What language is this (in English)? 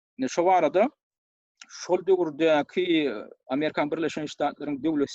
Turkmen